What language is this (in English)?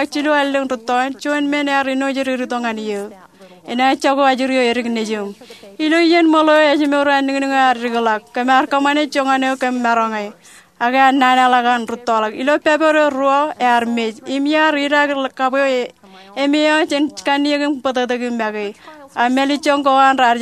Marshallese